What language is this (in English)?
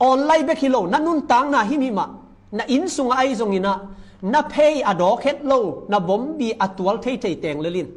Tedim Chin